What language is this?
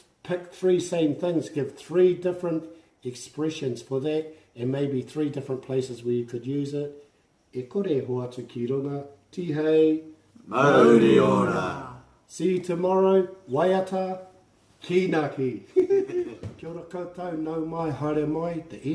Māori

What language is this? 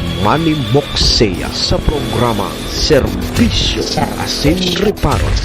Bikol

